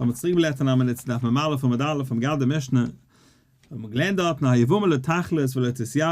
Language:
Yiddish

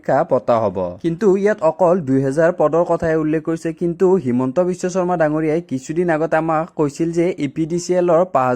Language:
Assamese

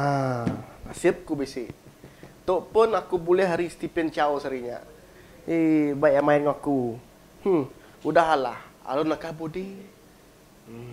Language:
Iban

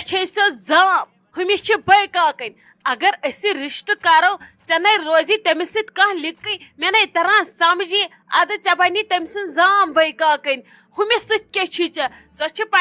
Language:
Kashmiri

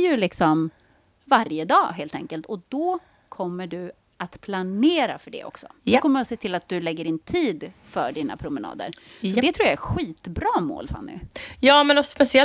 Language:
Swedish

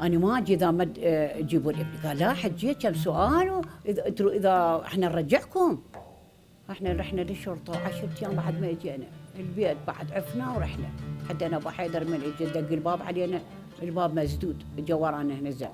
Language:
Mesopotamian Arabic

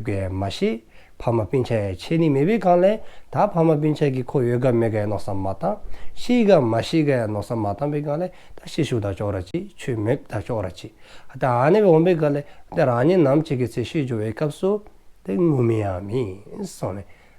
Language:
Dzongkha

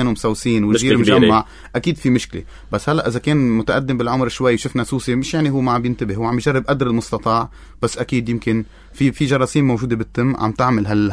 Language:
North Levantine Arabic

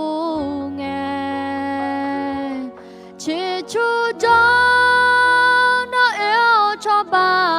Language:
Akha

